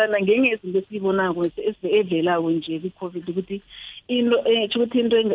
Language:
South Ndebele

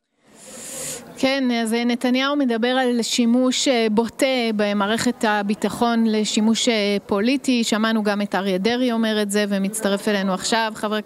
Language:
Hebrew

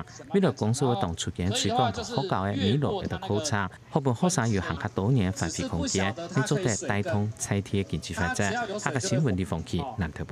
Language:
Hakka Chinese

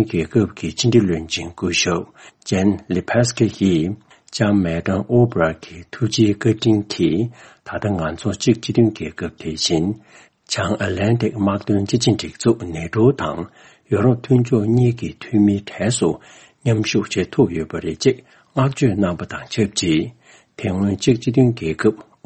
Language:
Tibetan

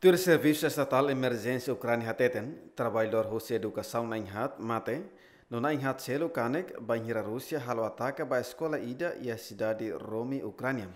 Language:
Tetum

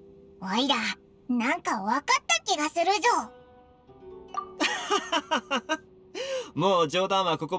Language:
Japanese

